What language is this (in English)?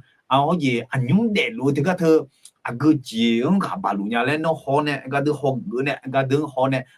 Akha